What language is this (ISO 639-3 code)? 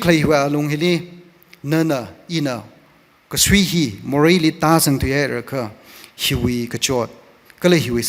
nmf